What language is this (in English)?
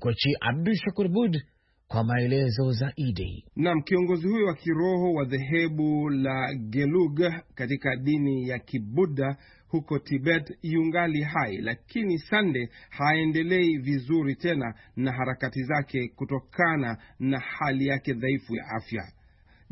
Swahili